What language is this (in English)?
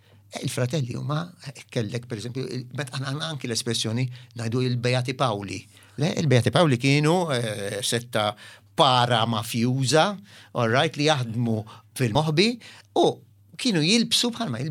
Maltese